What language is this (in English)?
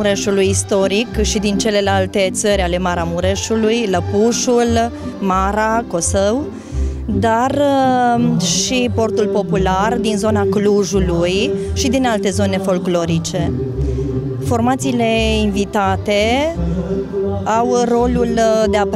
Romanian